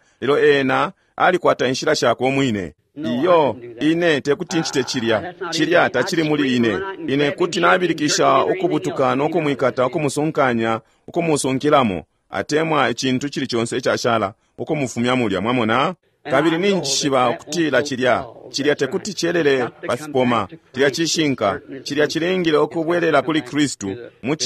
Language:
Bemba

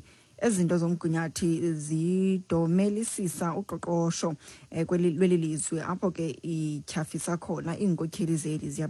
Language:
Xhosa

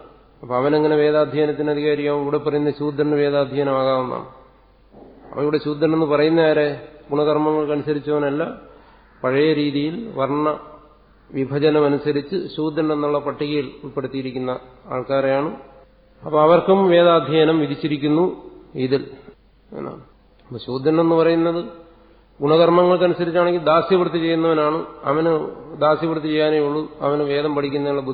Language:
Malayalam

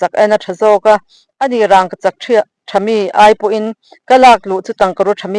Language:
Mizo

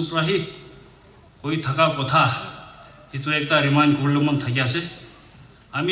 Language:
Naga Pidgin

